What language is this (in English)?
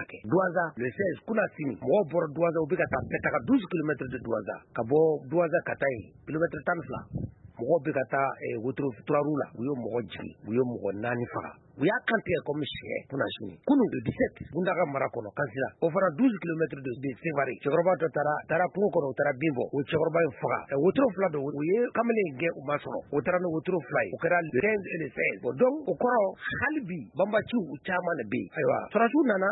Bambara